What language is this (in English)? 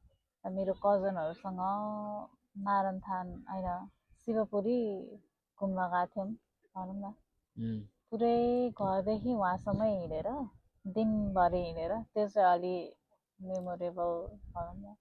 Nepali